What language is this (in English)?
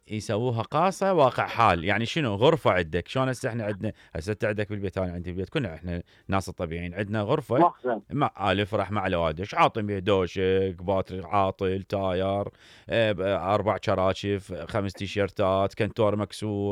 Mesopotamian Arabic